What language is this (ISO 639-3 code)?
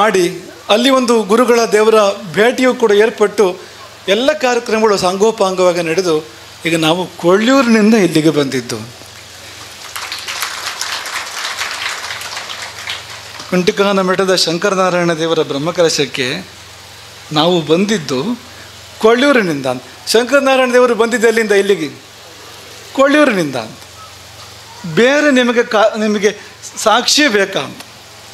kan